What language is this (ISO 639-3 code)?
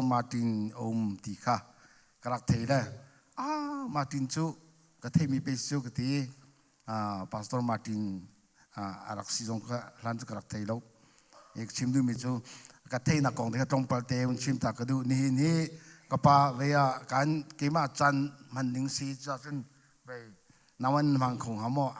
cnh